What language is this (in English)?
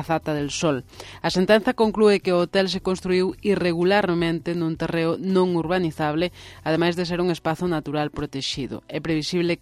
Galician